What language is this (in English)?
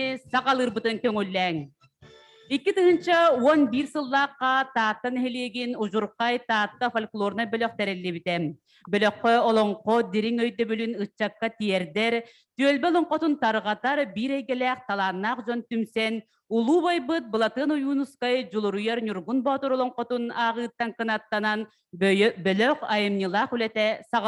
Yakut